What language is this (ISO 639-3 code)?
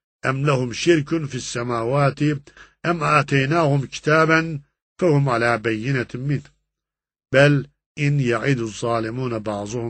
tur